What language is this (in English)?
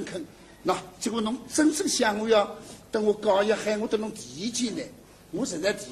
Wu Chinese